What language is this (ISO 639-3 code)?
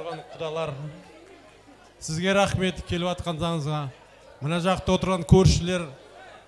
kaz